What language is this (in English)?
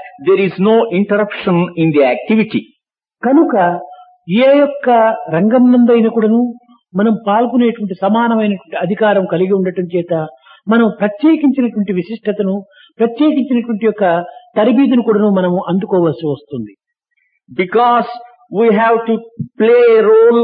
Telugu